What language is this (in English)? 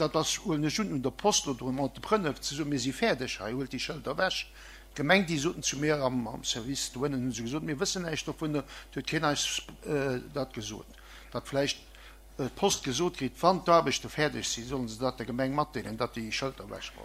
Luxembourgish